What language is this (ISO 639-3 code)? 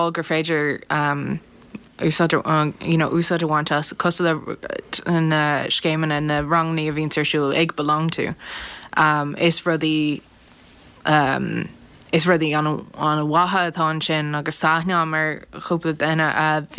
gle